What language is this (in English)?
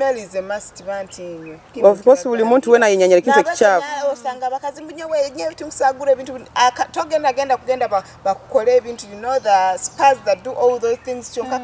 Nyoro